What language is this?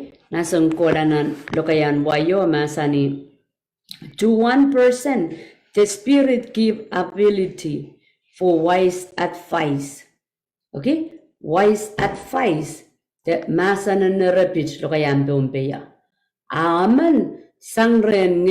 Pohnpeian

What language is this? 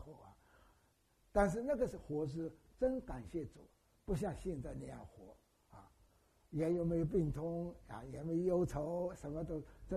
Chinese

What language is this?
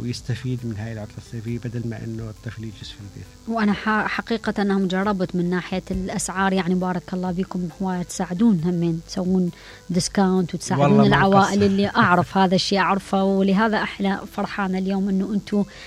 Mesopotamian Arabic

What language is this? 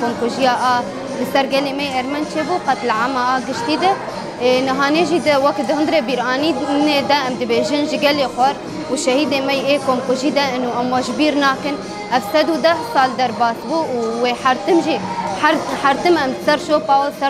Kurdish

